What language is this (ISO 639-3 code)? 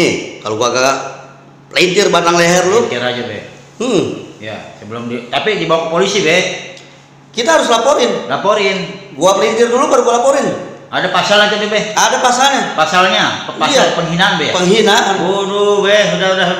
bew